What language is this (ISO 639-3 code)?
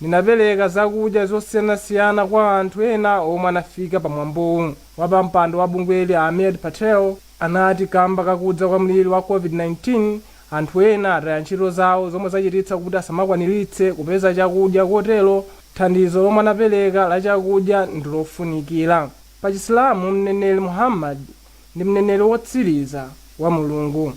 nya